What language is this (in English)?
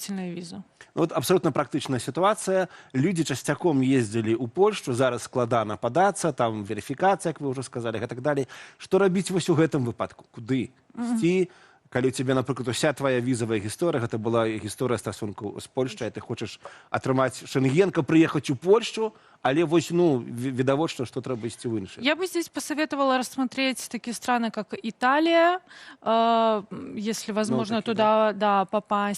Belarusian